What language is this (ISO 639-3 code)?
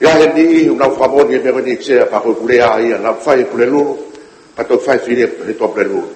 ton